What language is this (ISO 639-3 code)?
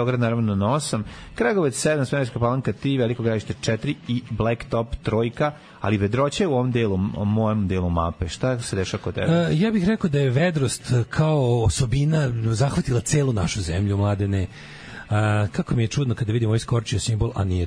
srp